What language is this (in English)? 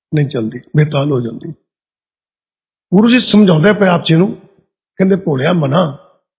Punjabi